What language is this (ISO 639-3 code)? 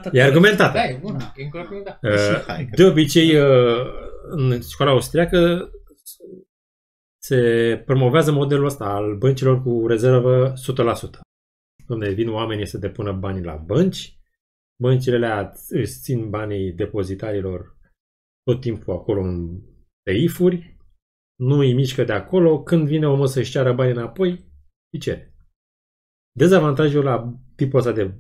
ron